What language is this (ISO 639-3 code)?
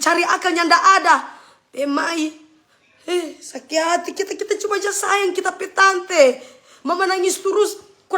xmm